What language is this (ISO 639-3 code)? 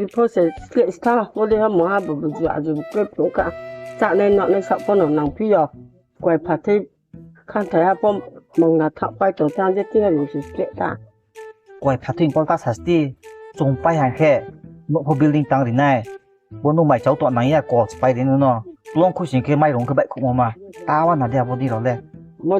ria